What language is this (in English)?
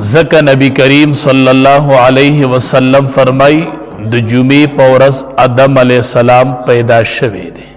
Pashto